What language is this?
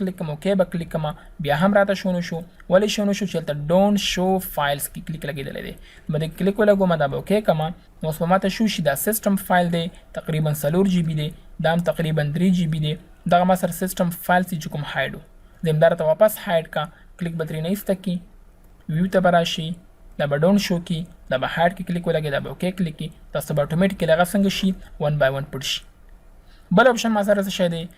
Pashto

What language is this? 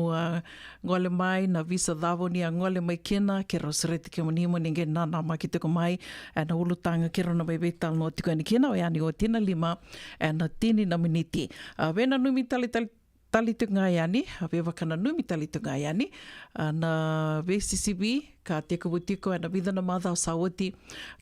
Fijian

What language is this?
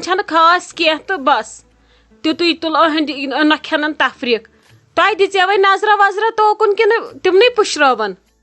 Kashmiri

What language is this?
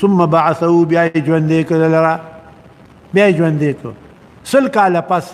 Pashto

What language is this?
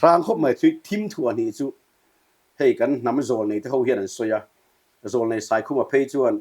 Mizo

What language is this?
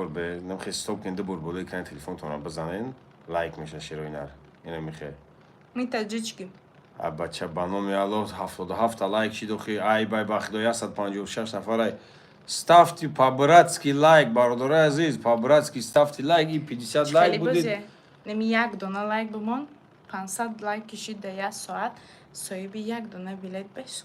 Tajik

